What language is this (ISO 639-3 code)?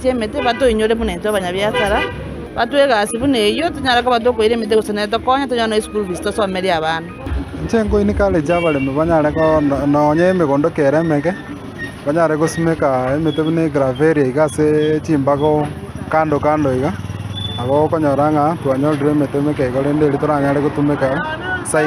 guz